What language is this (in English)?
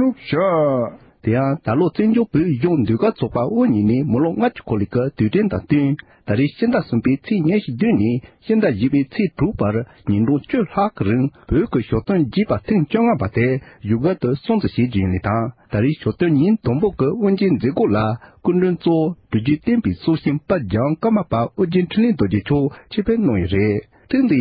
Tibetan